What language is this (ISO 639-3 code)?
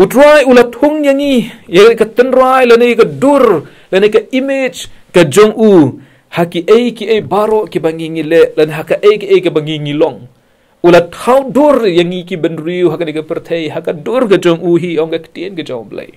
kha